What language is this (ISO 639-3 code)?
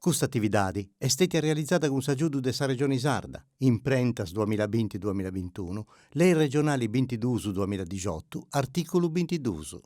srd